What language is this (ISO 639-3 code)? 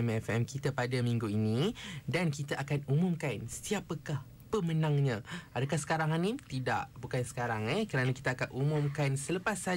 msa